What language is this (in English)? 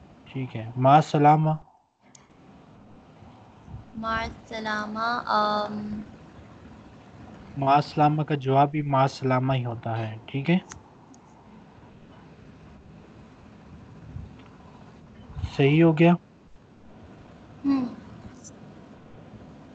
Urdu